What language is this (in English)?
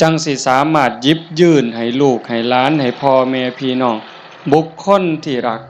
Northeastern Thai